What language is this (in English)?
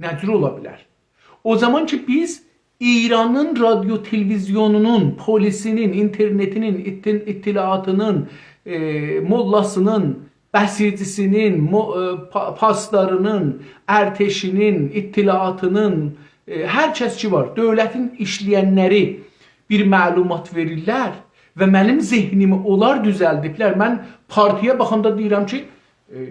South Azerbaijani